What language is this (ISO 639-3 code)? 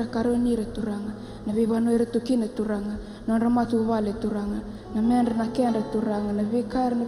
fij